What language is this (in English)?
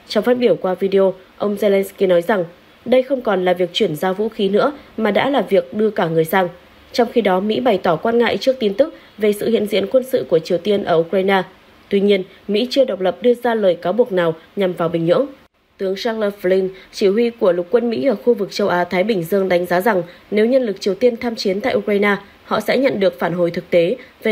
Vietnamese